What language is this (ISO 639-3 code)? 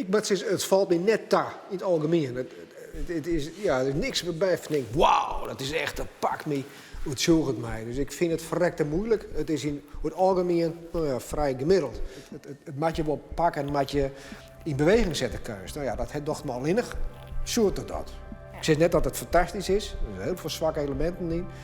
fry